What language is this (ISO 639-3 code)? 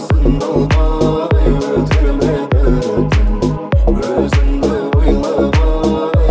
kaz